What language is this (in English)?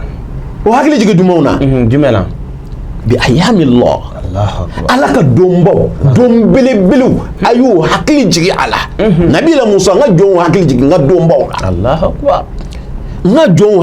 Bambara